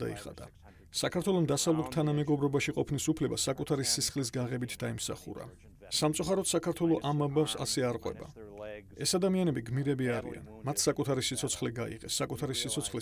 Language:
Georgian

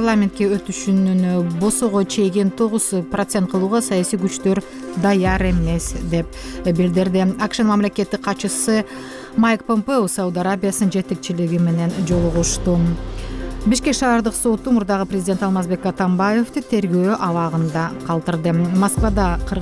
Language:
Kyrgyz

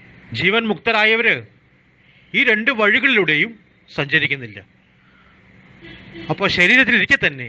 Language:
Malayalam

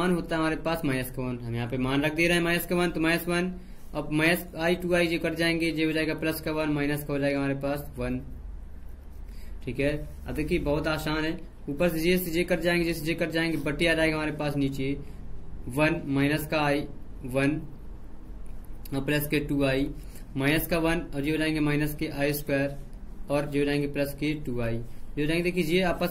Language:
Hindi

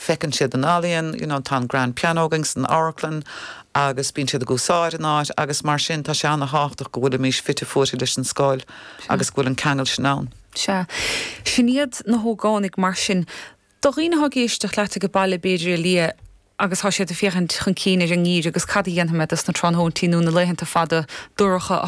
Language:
Irish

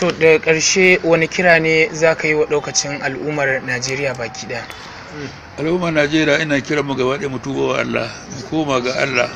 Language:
Hausa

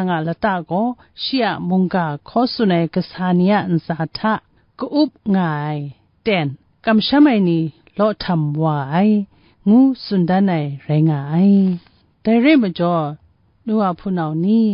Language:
Kachin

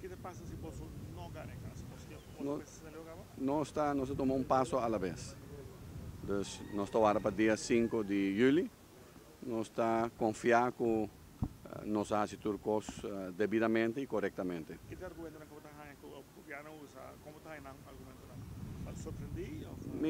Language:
Papiamento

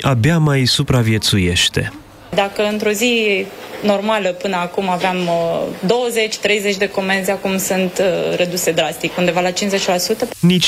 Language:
Romanian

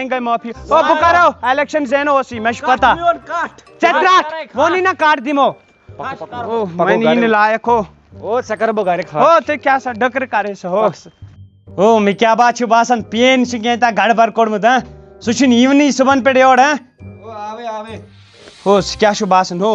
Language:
Kashmiri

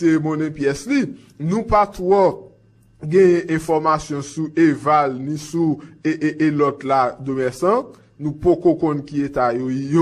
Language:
Haitian Creole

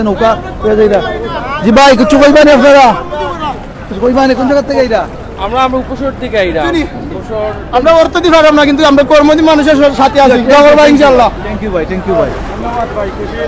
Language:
Sylheti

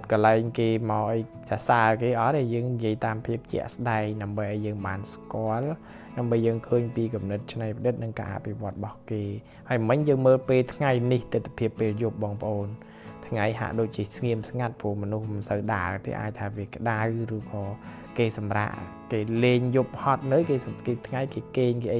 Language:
Khmer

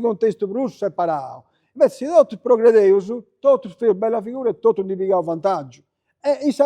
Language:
Sardinian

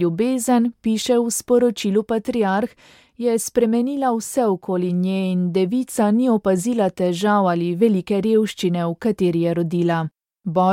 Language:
Slovenian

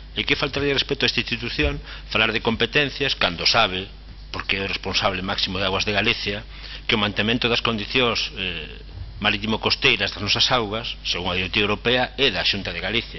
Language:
Galician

